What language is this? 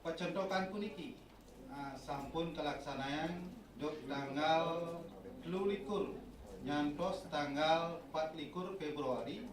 Balinese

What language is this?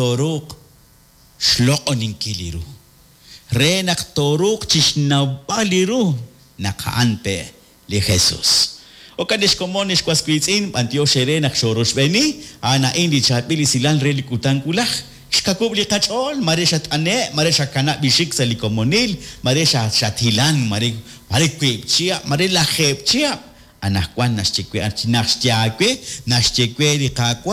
Kekchí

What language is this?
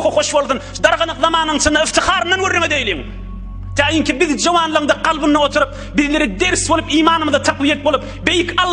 Turkmen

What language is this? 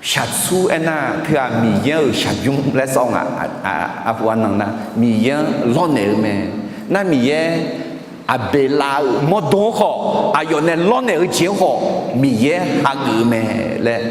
Akha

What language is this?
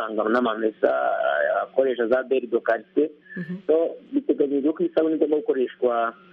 Kinyarwanda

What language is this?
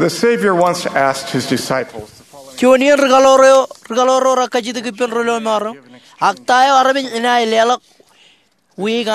Marshallese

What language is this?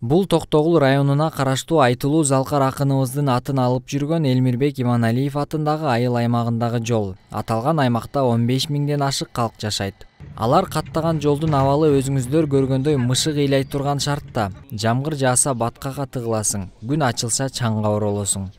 Kyrgyz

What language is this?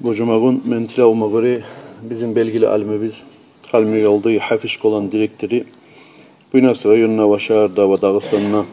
Kumyk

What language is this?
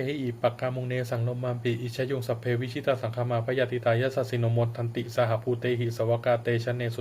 Pali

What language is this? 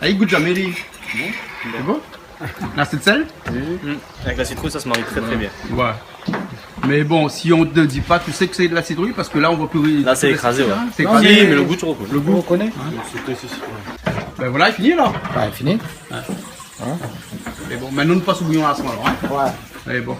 Réunion Creole French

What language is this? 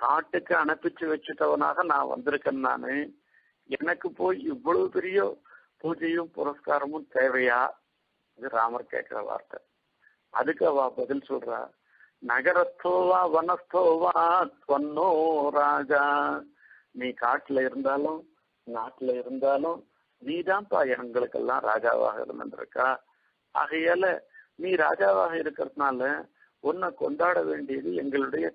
Tamil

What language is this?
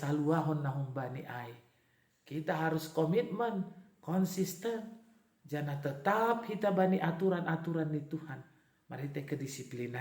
Batak Simalungun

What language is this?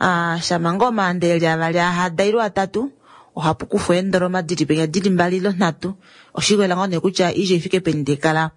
Kuanyama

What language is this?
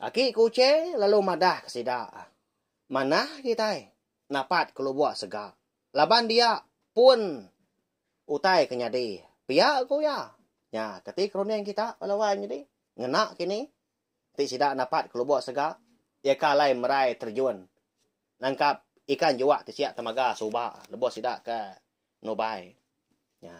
Iban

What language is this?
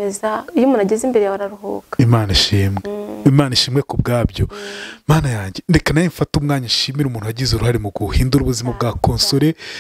Kinyarwanda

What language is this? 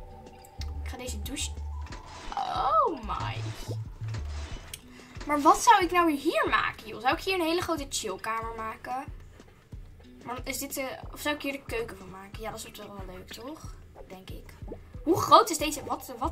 Dutch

